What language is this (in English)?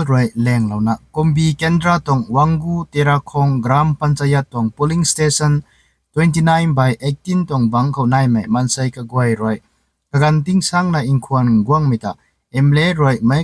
Rongmei Naga